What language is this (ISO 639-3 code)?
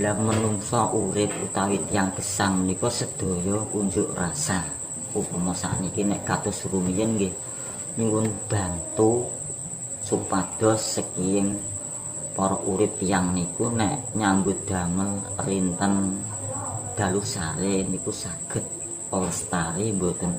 jav